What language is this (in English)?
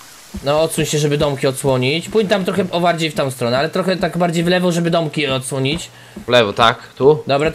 Polish